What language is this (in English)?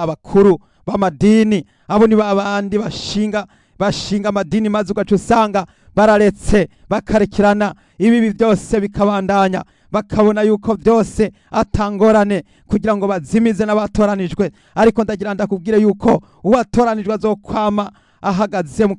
Rundi